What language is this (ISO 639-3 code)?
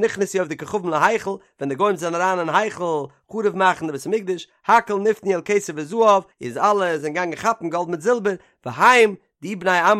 yid